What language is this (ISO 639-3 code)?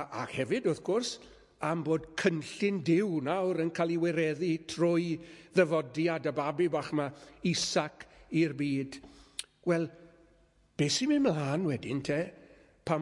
cym